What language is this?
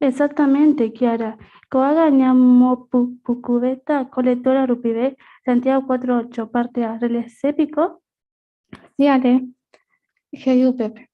Guarani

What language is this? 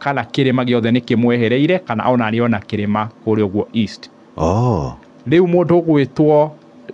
Kikuyu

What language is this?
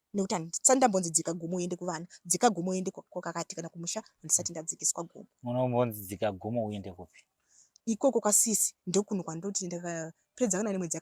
Shona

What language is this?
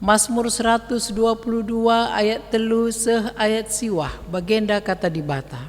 Batak Karo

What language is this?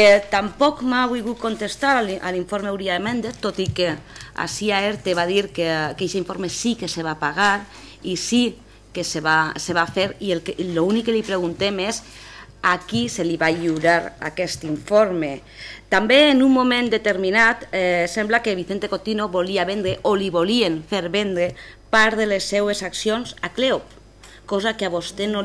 Catalan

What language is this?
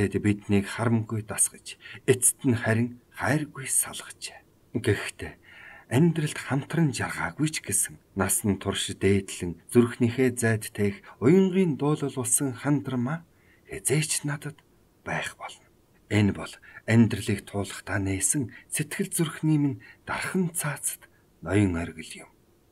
Mongolian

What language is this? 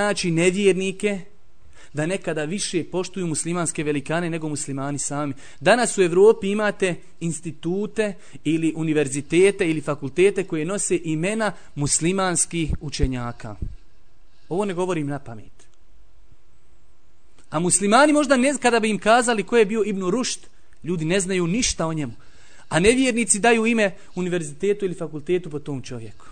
Bosnian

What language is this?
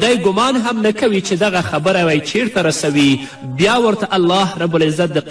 Pashto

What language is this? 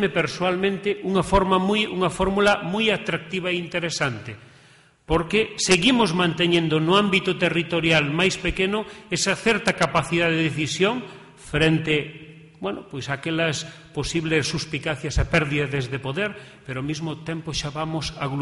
Galician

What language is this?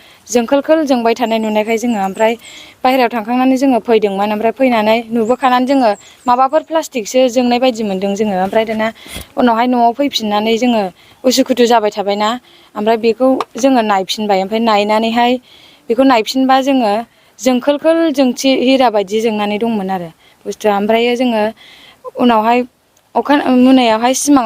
Bodo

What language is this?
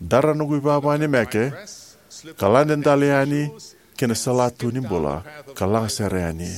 Fijian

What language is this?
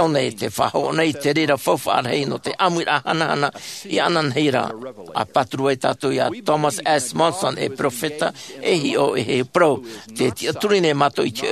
Tahitian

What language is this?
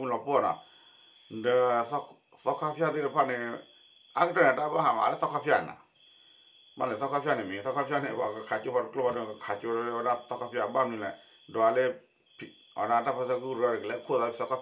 S'gaw Karen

